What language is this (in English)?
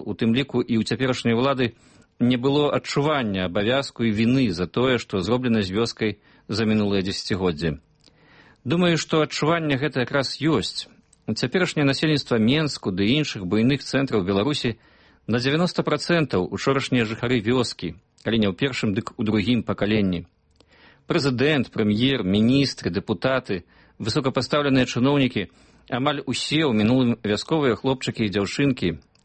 Belarusian